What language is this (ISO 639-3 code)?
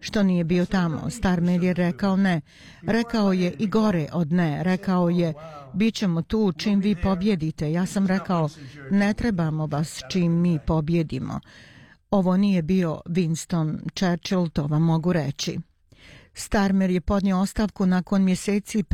bos